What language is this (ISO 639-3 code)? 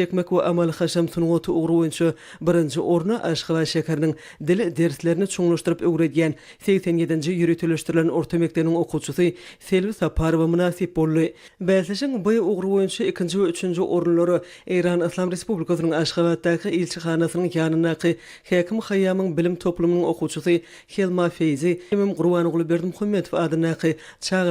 tuk